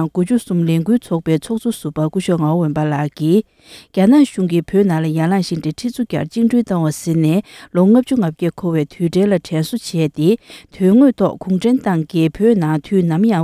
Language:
Tibetan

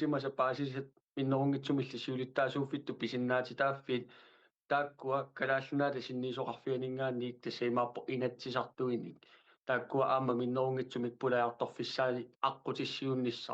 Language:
Kalaallisut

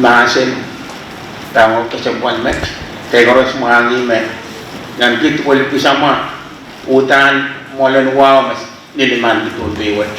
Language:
Pohnpeian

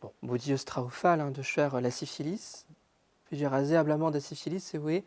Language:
Breton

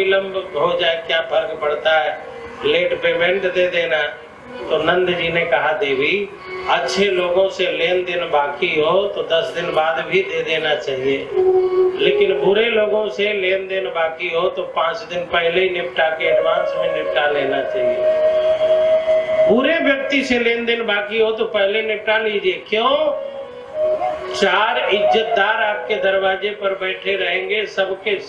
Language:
Hindi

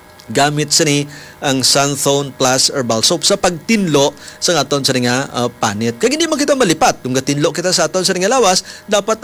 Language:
Hiligaynon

